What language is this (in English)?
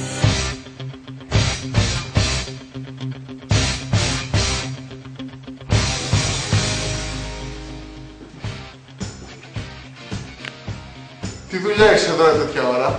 Greek